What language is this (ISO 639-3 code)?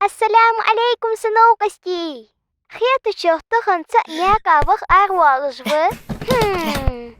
inh